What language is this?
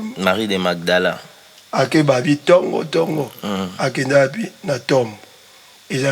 Lingala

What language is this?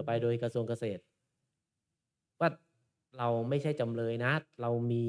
Thai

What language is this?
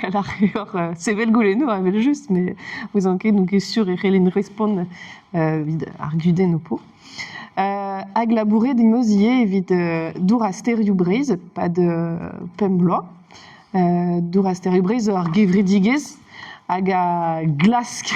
Breton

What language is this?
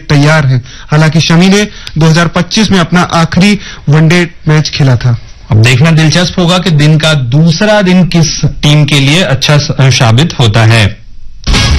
Hindi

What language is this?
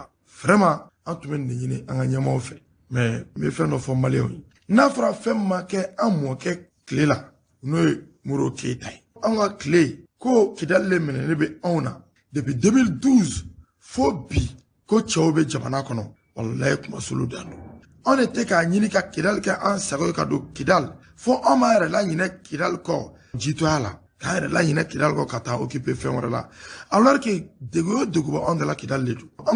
Bambara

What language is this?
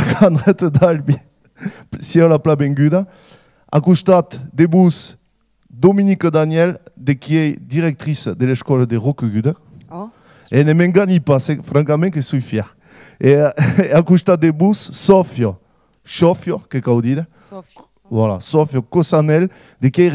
Occitan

